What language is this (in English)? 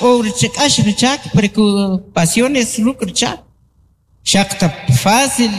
Kʼicheʼ